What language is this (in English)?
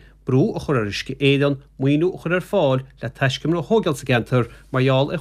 Irish